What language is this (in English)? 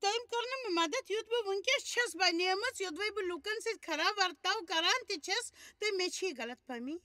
Kashmiri